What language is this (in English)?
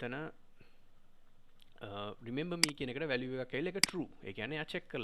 Sinhala